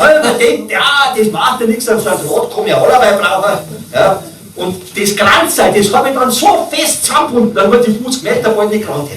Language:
Bavarian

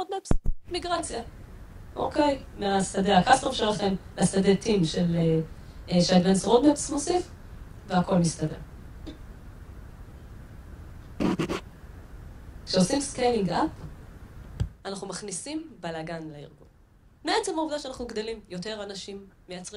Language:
Hebrew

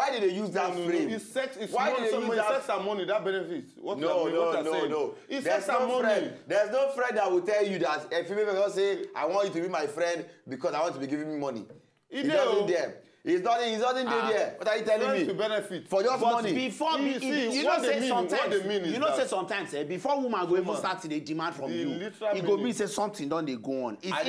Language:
Nigerian Pidgin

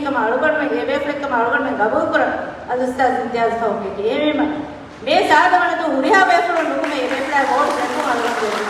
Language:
Divehi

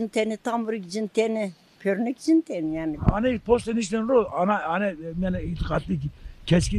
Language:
Zaza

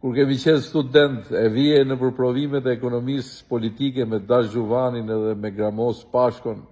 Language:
Albanian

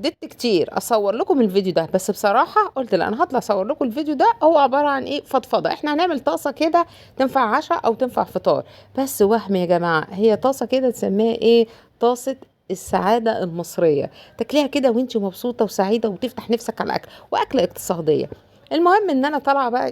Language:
Egyptian Arabic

